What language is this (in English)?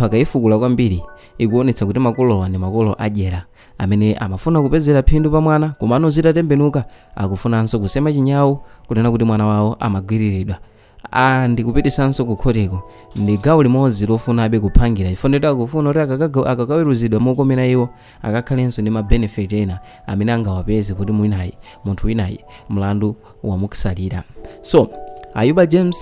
Nyanja